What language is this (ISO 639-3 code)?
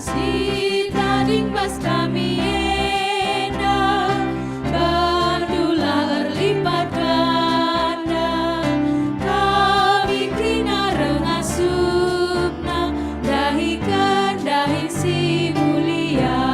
btx